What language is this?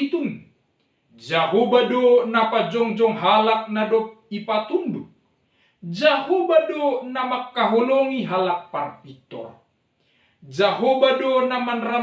Batak Simalungun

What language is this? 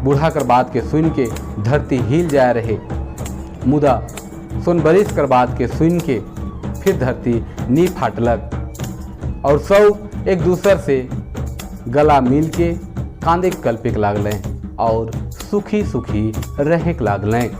Sadri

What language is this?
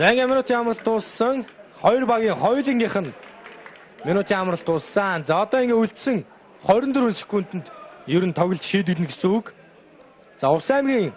Mongolian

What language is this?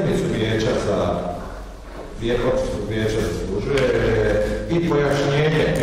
Croatian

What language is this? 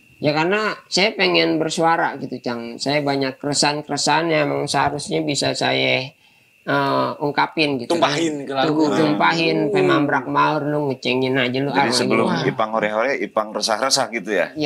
Indonesian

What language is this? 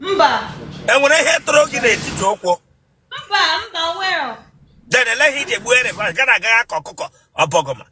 Igbo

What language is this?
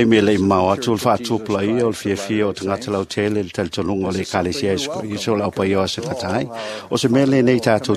Samoan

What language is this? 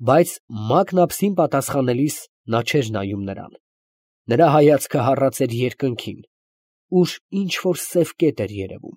Armenian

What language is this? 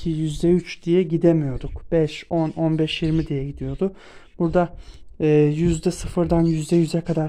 Turkish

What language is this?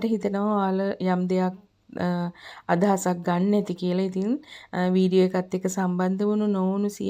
Sinhala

